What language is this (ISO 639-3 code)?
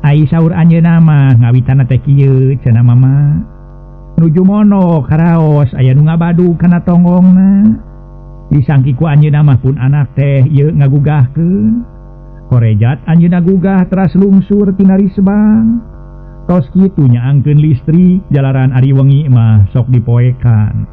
sun